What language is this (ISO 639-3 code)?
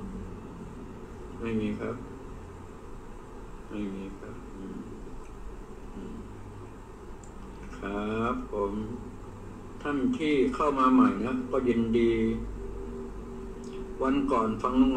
tha